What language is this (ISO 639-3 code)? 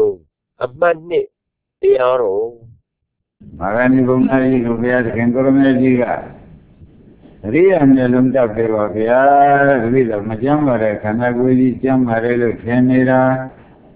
mya